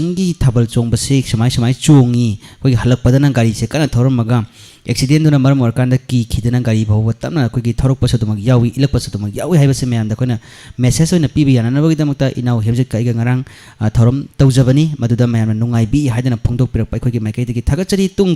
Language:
Manipuri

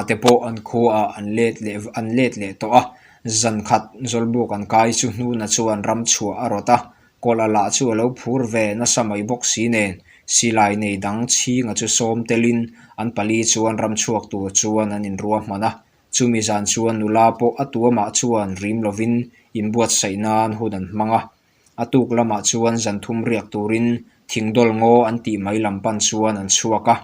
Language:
Mizo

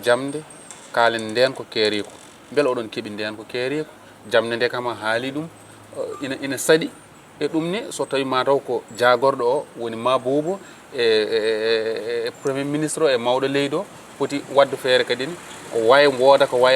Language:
Fula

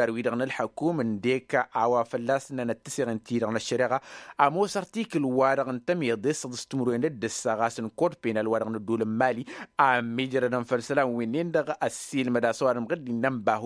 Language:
Tamasheq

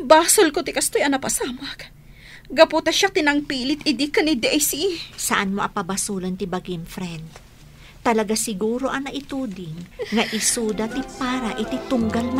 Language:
Iloko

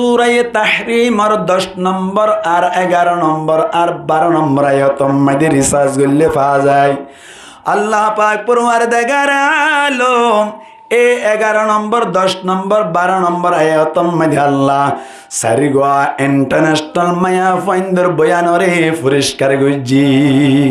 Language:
Rohingya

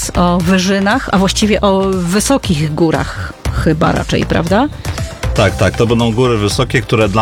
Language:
Polish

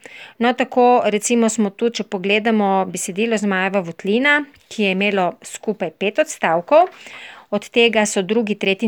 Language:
Slovenian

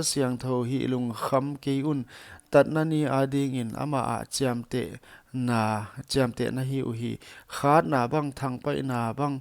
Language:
Paite Chin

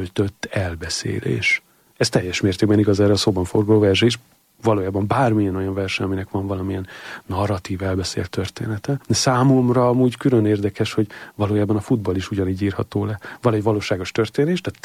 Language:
Hungarian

